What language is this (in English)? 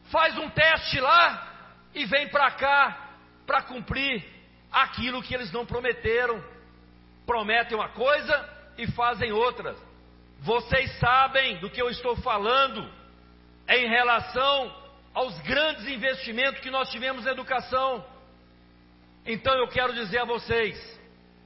Portuguese